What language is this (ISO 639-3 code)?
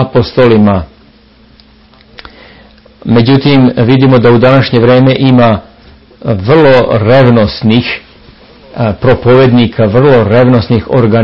srp